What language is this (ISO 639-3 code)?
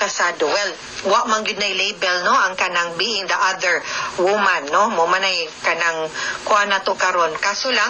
ceb